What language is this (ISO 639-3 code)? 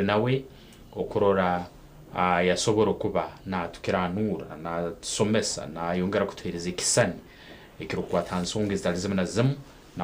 nyn